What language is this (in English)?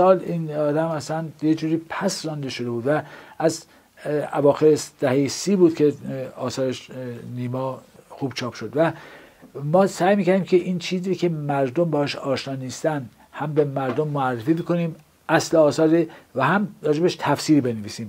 Persian